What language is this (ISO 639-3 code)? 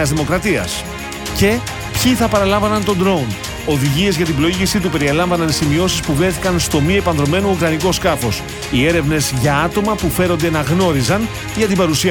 ell